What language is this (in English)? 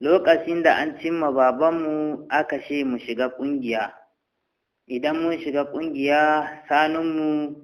Hausa